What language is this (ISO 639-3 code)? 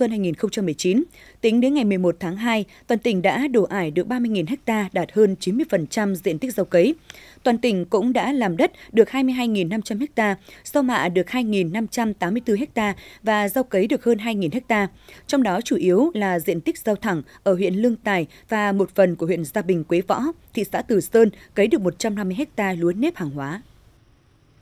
vie